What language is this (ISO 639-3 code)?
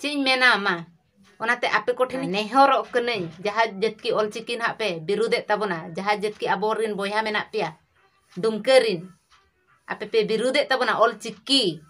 sat